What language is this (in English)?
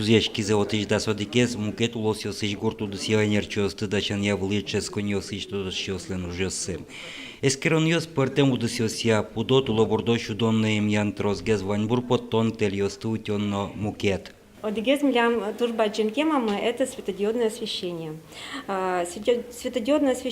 Udmurt